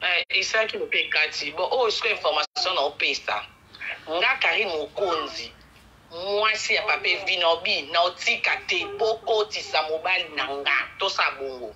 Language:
Lingala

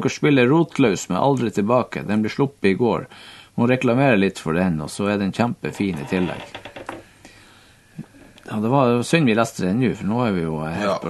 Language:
Norwegian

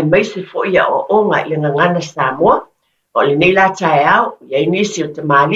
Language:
Samoan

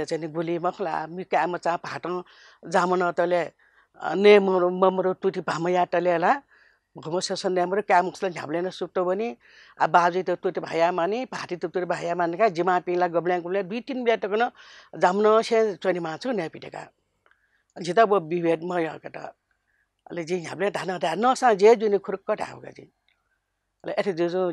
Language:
Newari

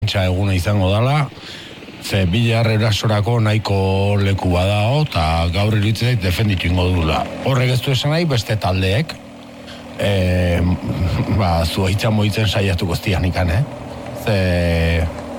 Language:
Basque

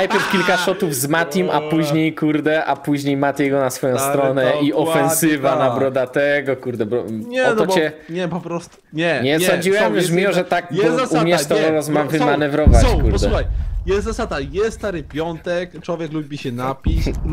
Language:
Polish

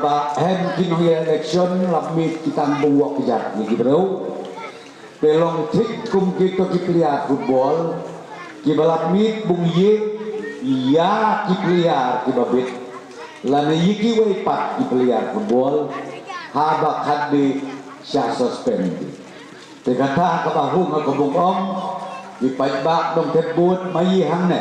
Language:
Khasi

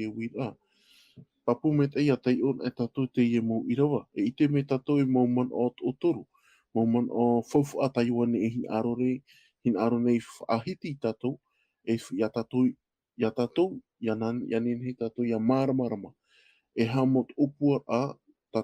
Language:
Tahitian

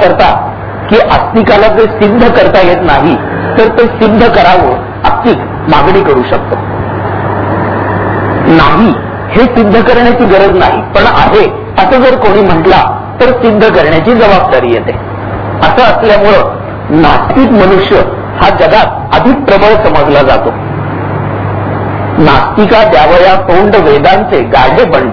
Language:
Marathi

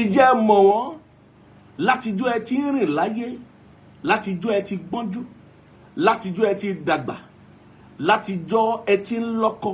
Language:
Yoruba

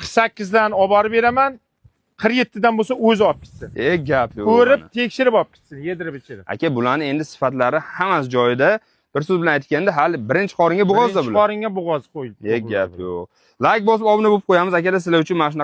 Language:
Uzbek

